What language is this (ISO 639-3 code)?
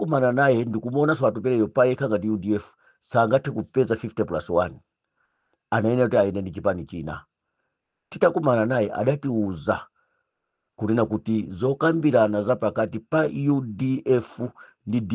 nya